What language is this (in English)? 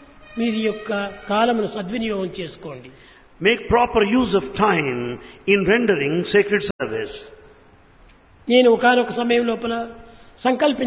Telugu